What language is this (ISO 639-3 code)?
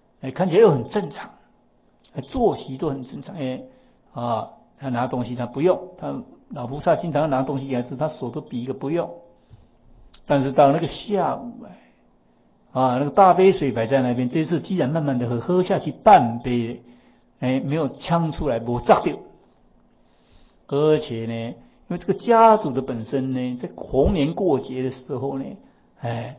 zho